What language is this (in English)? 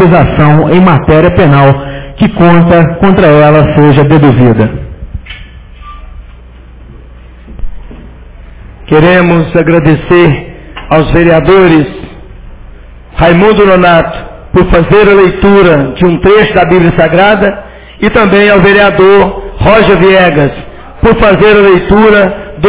Portuguese